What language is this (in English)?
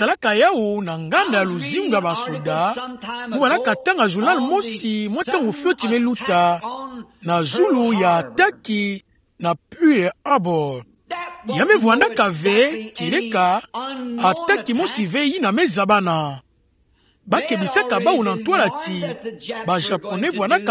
Kituba (Democratic Republic of Congo)